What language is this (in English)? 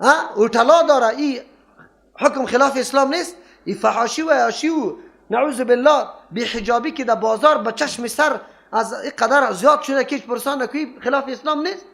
Persian